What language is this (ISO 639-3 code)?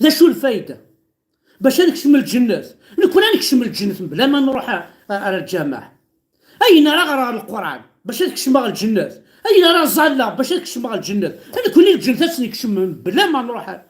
kab